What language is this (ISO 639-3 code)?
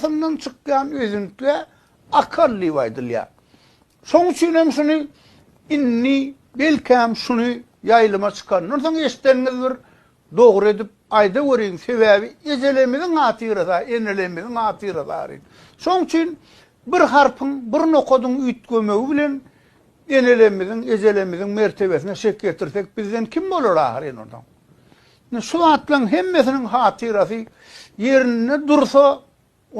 tuk